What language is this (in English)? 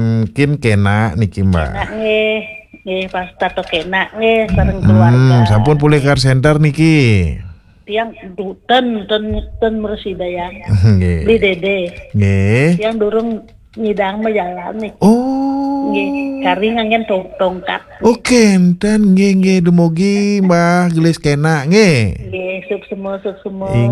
Balinese